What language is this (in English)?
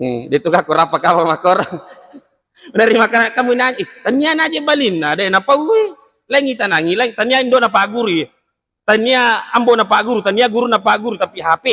Buginese